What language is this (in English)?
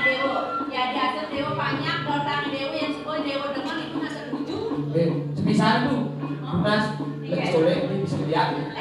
Balinese